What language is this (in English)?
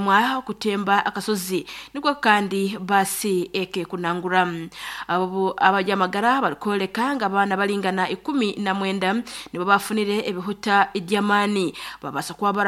Nyankole